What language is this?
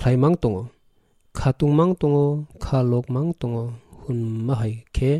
Kok Borok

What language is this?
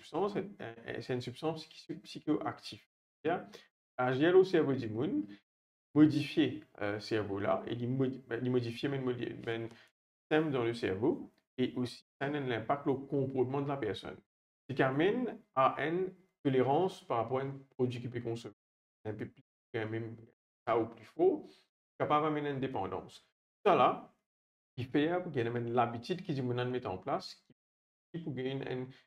Morisyen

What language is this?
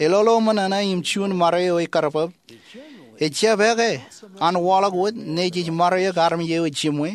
Marshallese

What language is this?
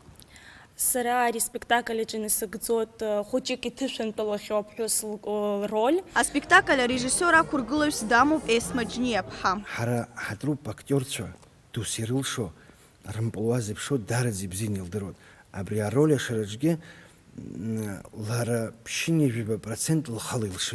Abkhazian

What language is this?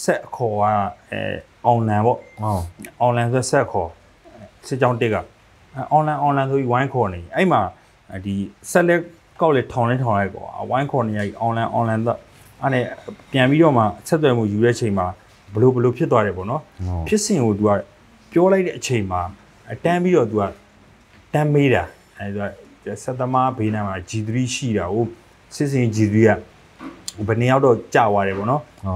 Burmese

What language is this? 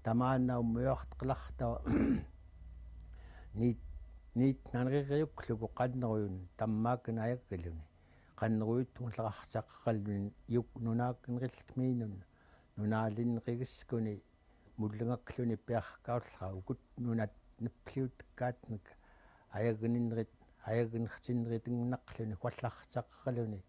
Central Yupik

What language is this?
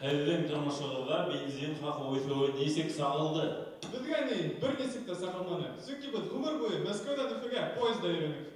Bashkir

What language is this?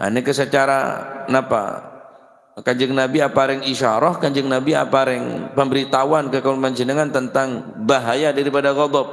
Madurese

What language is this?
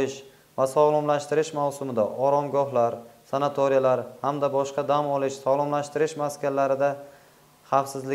Uzbek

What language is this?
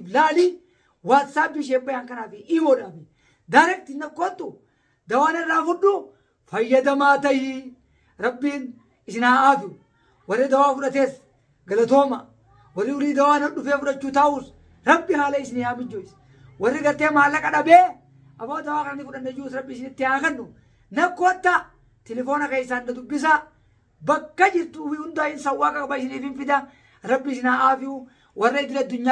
Oromo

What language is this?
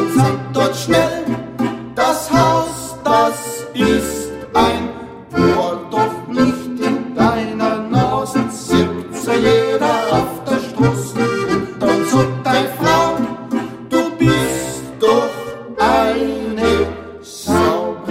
German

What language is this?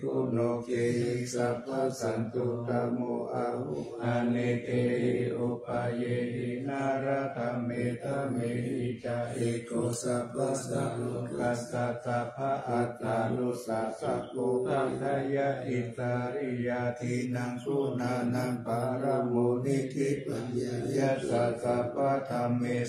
Pali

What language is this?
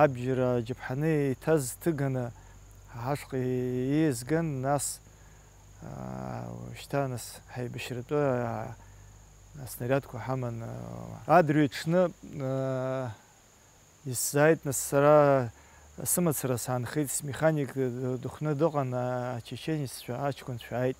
Abkhazian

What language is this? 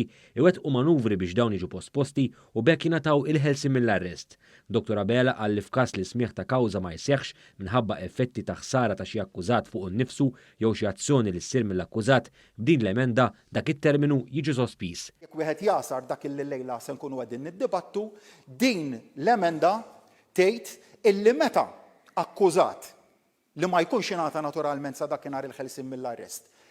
Maltese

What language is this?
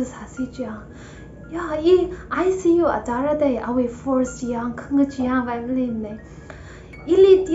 Tangkhul Naga (India)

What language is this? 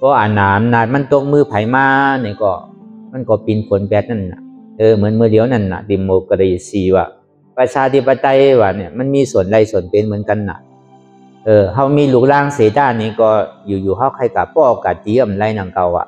Shan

